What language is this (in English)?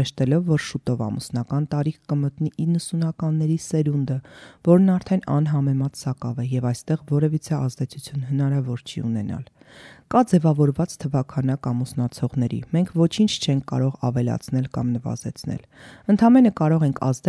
Armenian